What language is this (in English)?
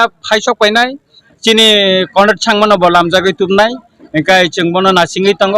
Kok Borok